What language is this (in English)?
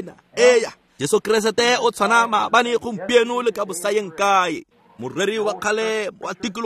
Tswana